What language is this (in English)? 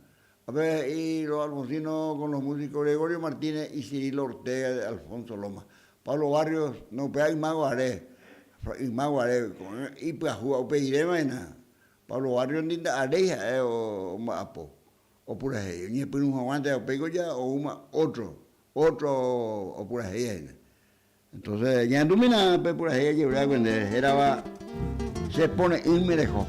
Guarani